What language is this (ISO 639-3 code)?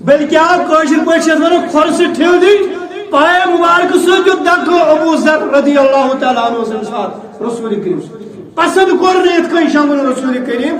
kas